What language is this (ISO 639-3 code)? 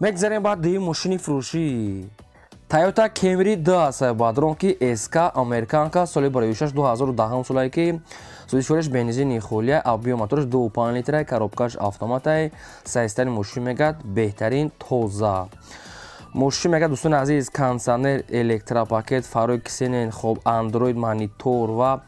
tgk